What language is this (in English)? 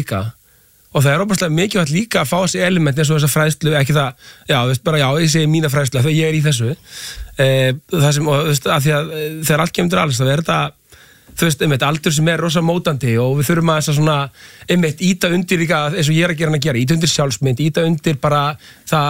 Icelandic